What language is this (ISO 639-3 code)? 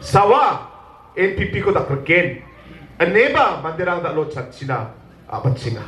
grt